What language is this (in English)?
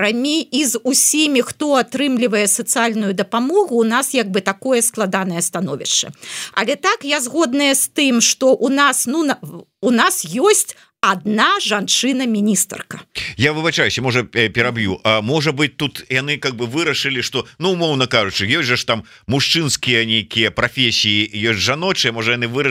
Belarusian